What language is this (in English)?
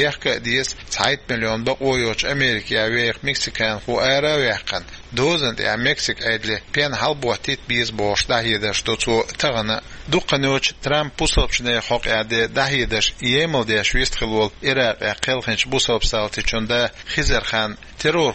Chechen